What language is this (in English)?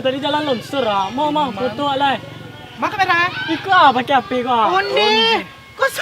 Minangkabau